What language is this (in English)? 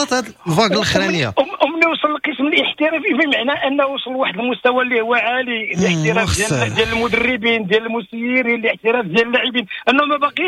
Moroccan Arabic